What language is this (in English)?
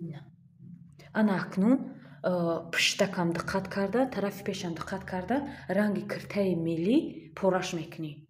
Tajik